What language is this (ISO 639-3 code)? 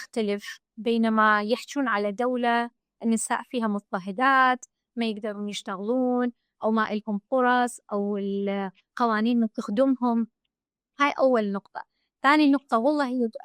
acm